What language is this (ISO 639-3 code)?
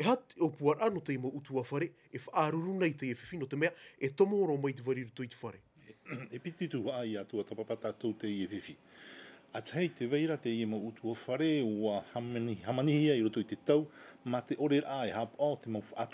tah